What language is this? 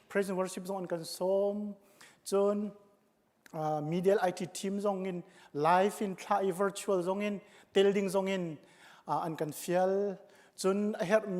Hakha Chin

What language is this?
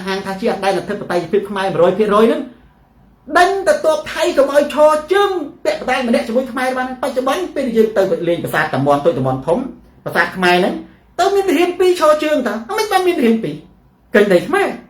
Khmer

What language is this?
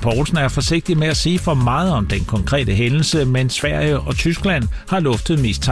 Danish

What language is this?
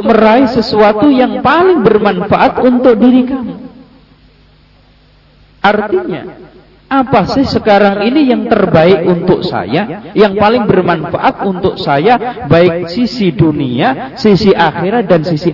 Indonesian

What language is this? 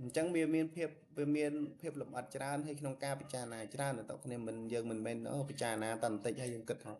Khmer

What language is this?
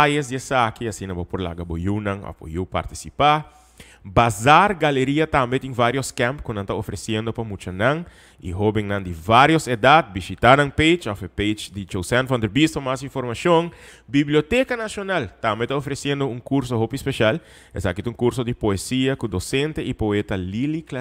Papiamento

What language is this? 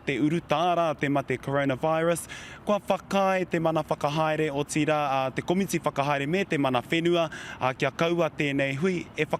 Māori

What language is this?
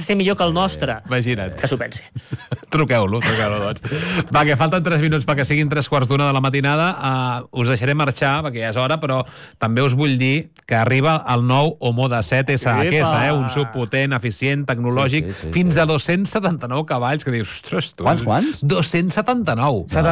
Catalan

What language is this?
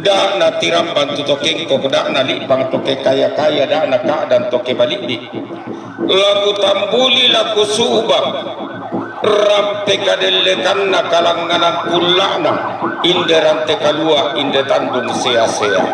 Toraja-Sa'dan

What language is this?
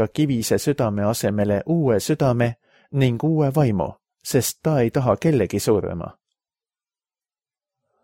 Estonian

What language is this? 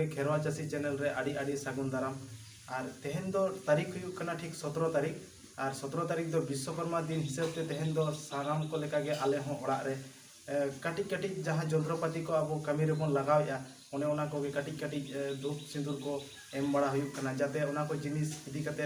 Santali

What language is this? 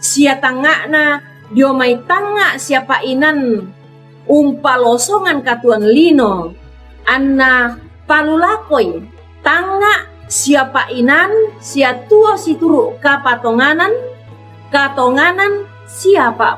Toraja-Sa'dan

